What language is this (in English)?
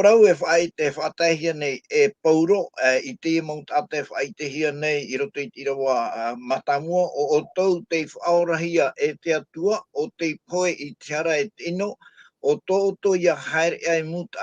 Tahitian